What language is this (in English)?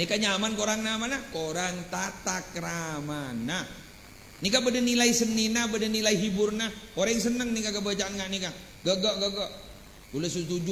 Madurese